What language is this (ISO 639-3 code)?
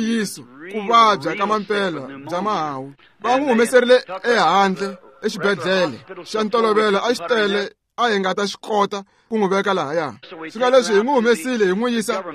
tso